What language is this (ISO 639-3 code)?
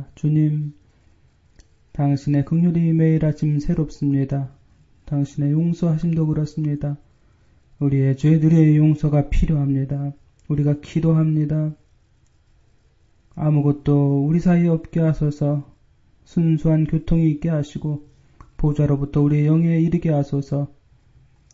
kor